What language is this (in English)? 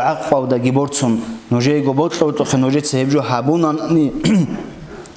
Avaric